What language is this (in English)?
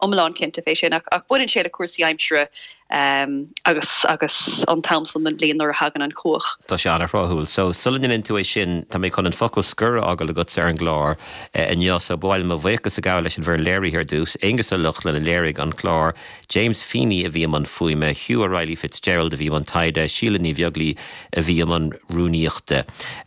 Irish